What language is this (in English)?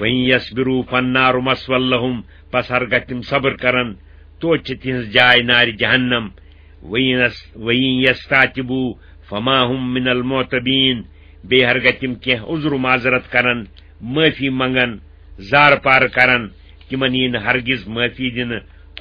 Kashmiri